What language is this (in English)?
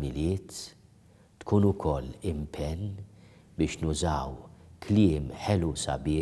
Maltese